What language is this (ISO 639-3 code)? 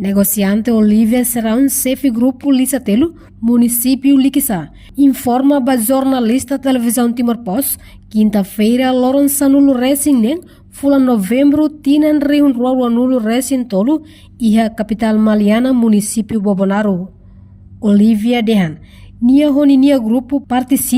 tet